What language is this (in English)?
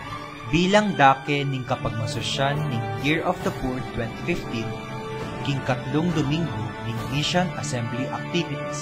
Pampanga